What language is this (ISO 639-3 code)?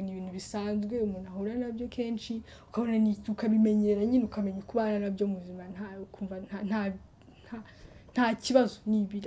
kin